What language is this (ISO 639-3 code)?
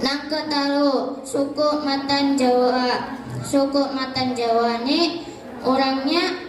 bjn